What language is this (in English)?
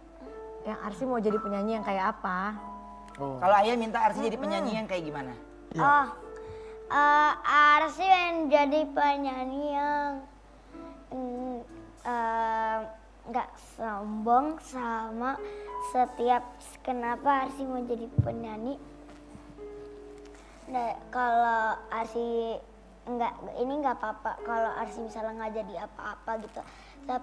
Indonesian